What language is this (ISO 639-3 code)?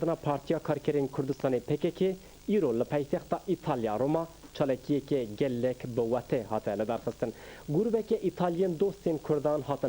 kur